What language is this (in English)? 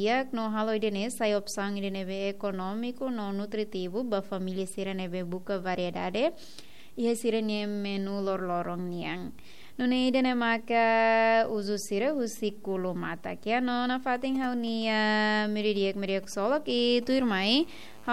Tetum